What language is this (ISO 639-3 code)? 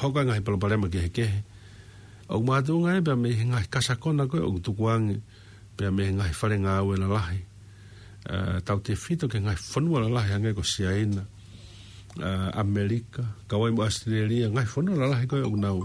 ton